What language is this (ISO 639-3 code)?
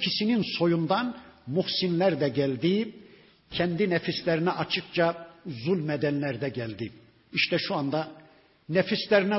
tur